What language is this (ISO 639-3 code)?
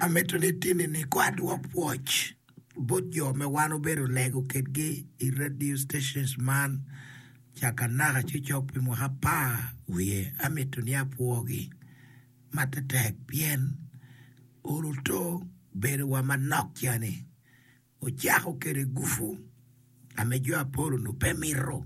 ach